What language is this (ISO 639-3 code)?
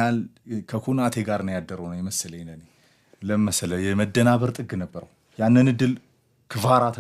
amh